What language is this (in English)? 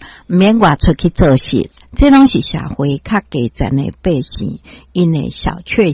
Min Nan Chinese